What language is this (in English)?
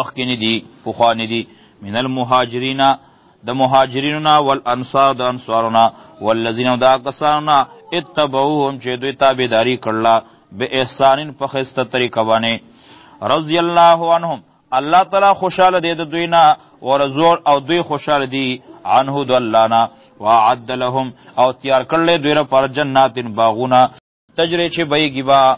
Pashto